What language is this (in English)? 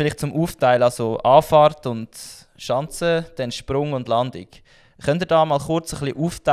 Swiss German